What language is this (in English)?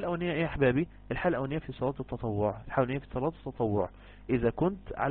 Egyptian Arabic